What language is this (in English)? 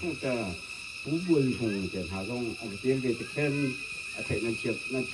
Hakha Chin